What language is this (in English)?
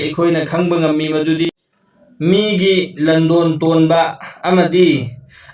Manipuri